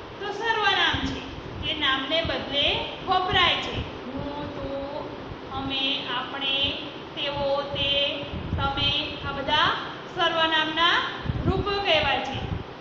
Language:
Gujarati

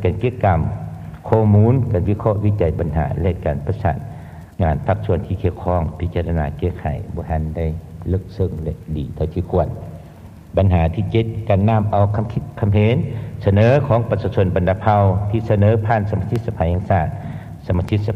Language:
Lao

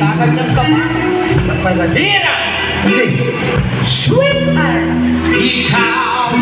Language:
Pampanga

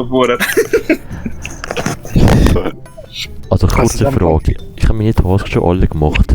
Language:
Swiss German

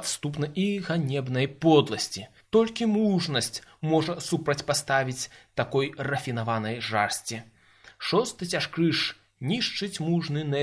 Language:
Belarusian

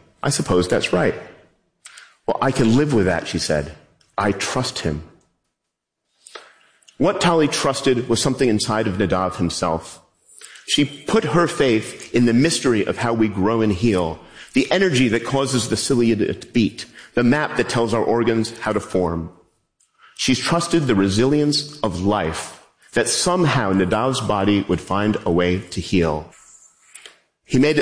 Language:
English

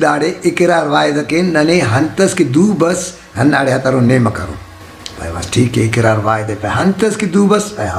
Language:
Brahui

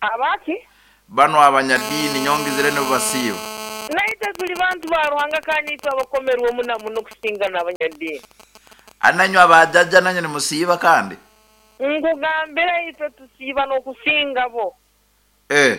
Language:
Nyoro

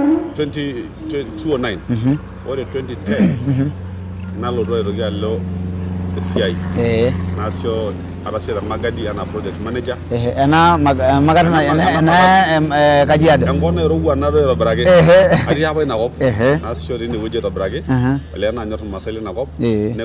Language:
Masai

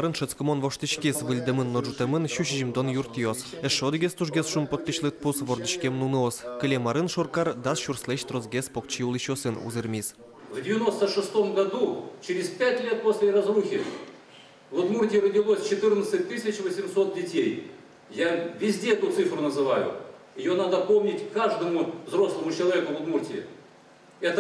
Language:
Udmurt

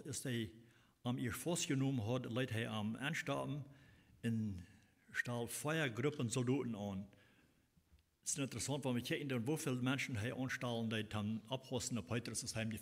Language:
Plautdietsch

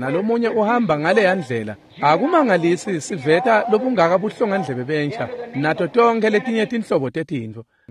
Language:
Swati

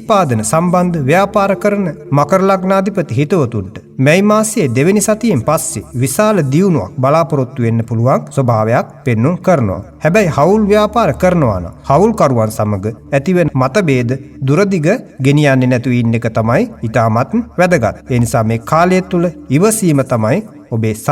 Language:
Sinhala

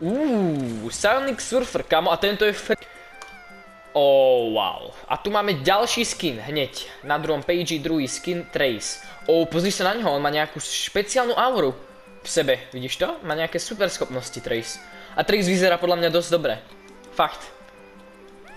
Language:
Slovak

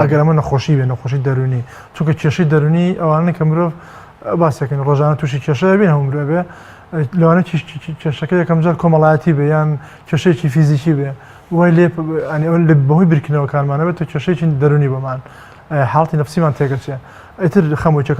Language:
Central Kurdish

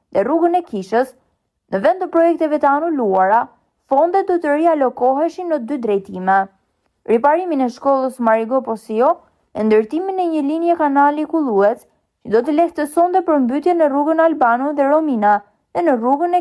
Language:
Albanian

